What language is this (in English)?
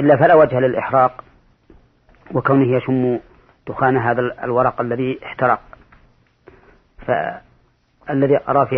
Arabic